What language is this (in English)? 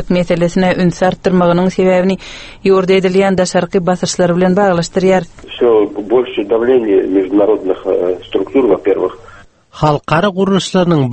Turkmen